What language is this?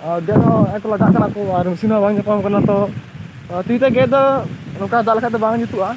Santali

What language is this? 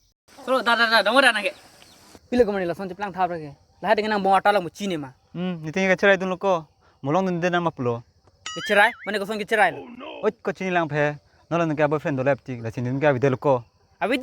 Karbi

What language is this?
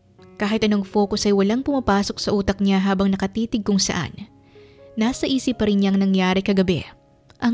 Filipino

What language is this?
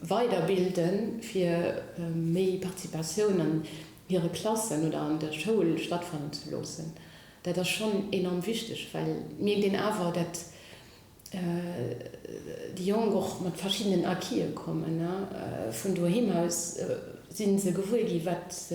Luxembourgish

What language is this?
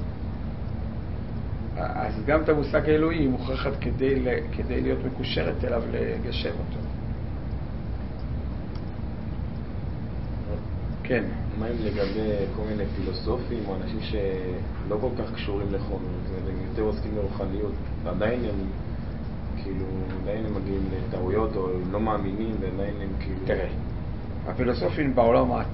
Hebrew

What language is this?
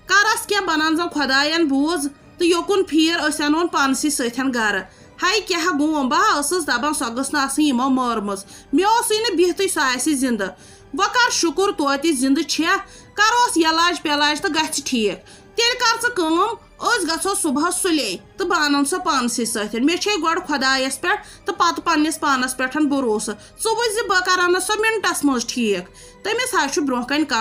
Kashmiri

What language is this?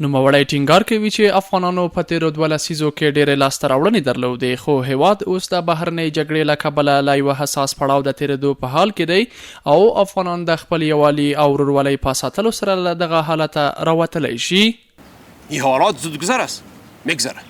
Pashto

